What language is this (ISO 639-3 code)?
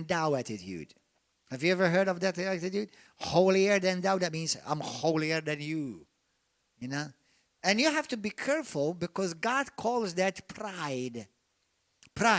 eng